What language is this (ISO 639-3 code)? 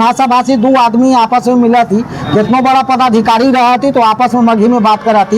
mag